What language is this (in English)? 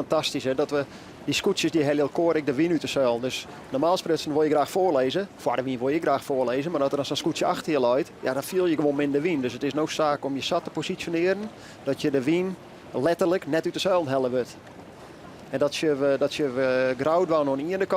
Western Frisian